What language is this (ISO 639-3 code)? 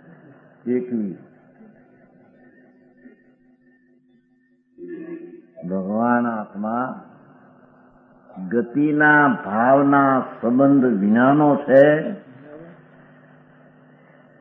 guj